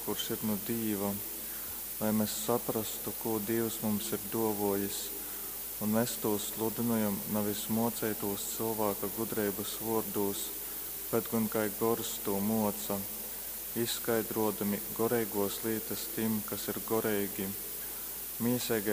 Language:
Latgalian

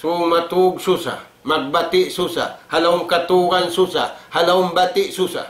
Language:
Tausug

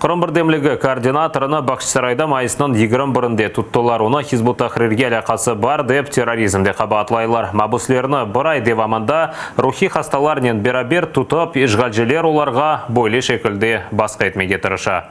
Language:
Crimean Tatar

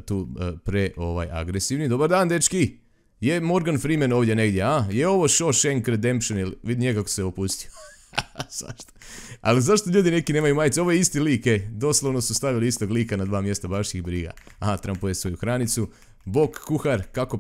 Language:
Croatian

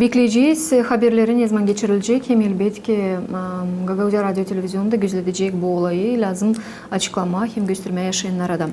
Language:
Gagauz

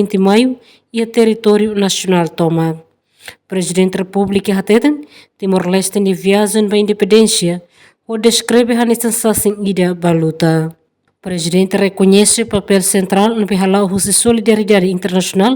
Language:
Tetum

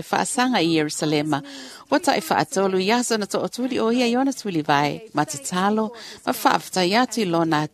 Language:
Samoan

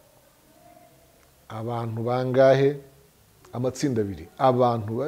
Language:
Kinyarwanda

